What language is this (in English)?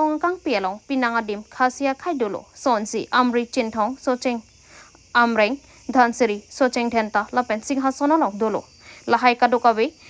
Karbi